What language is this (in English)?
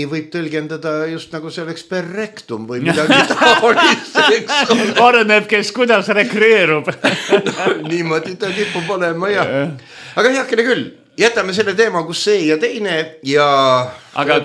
Estonian